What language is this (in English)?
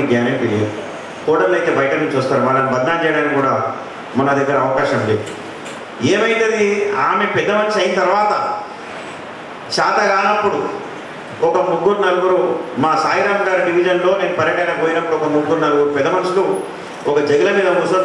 Telugu